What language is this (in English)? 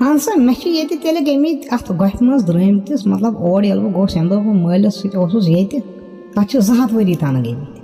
Kashmiri